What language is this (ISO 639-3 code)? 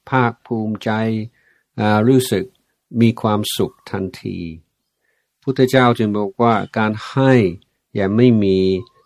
tha